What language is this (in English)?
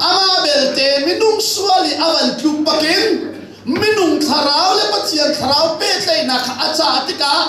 Hakha Chin